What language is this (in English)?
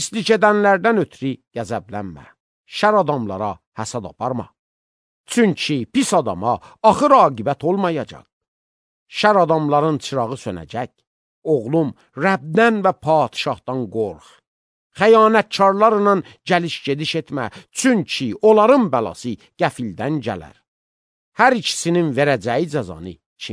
Azerbaijani